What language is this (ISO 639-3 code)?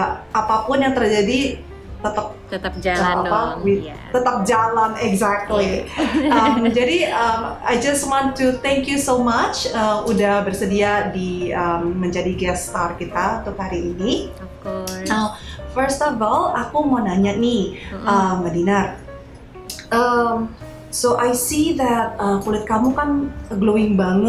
ind